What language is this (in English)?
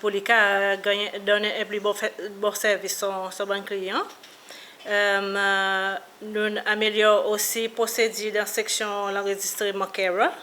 Seselwa Creole French